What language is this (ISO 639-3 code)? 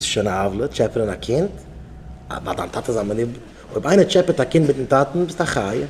yid